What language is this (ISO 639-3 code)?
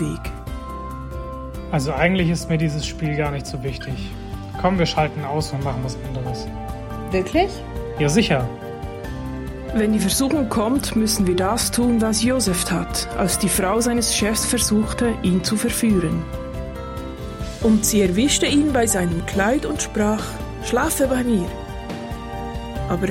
deu